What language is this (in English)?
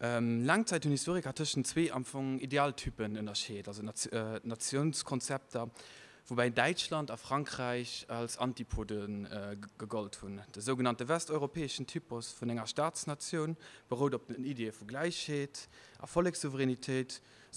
Luxembourgish